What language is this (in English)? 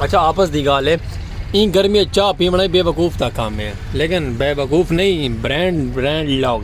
Saraiki